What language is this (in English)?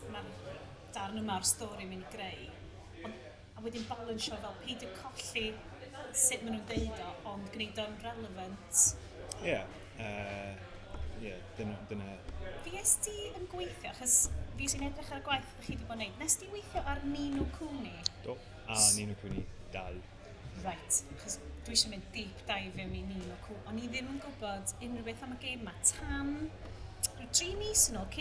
Welsh